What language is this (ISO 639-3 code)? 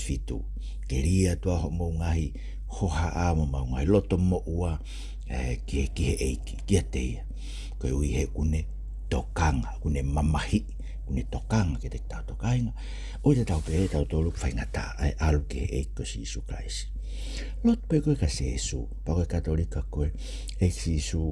ton